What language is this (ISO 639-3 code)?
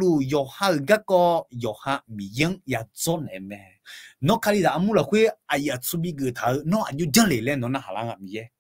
ahk